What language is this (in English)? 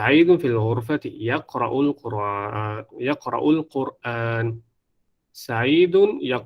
Divehi